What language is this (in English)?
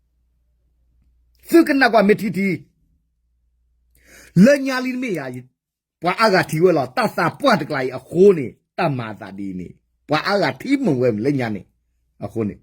S'gaw Karen